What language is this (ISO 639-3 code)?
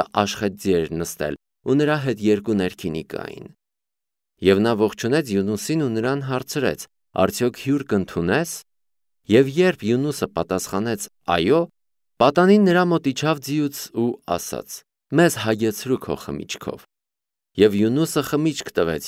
hye